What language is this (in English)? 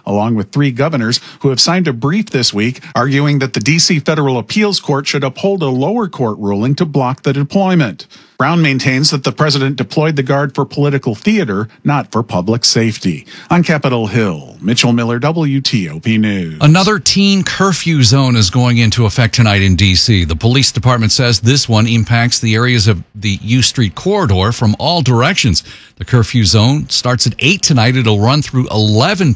English